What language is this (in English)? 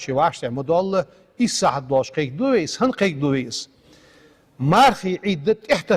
Ingush